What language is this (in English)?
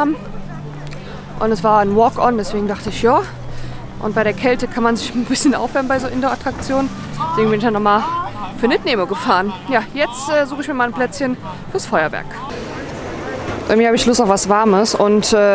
German